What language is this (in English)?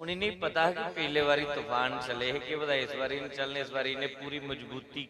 Dogri